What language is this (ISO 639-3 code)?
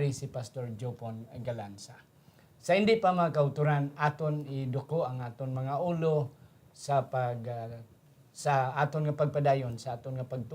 hil